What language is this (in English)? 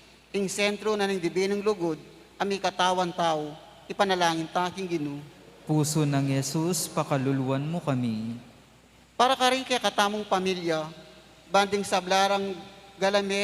Pampanga